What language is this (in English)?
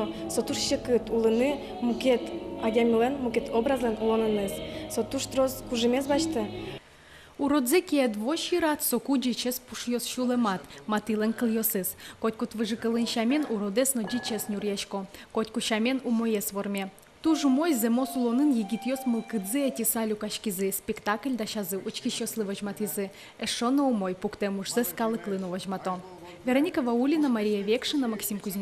Udmurt